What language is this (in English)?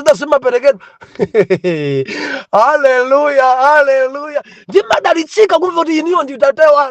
Nyanja